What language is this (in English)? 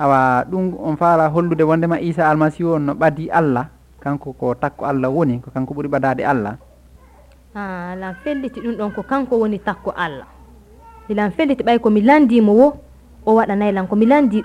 Fula